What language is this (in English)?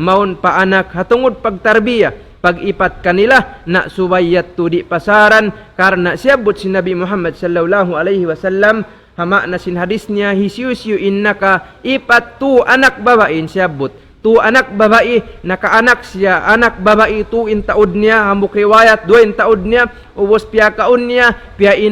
Tausug